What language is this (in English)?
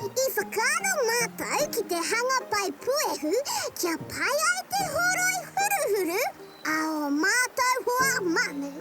Māori